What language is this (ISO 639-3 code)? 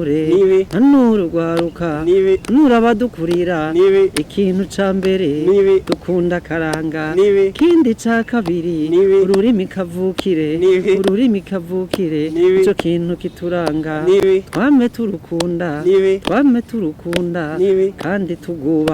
run